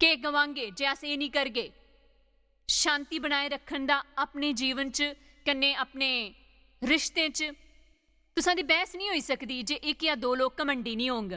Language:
Dogri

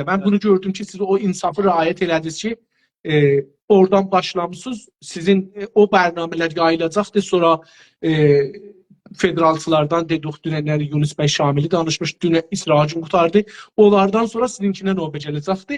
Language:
South Azerbaijani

